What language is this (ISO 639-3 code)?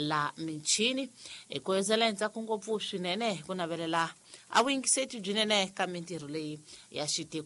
tso